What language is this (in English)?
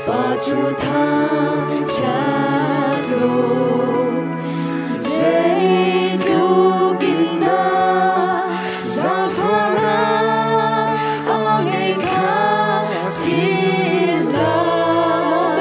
Hakha Chin